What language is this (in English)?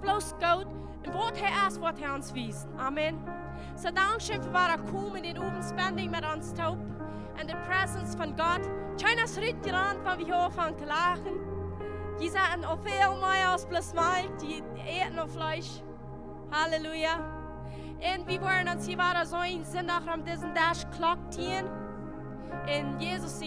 Plautdietsch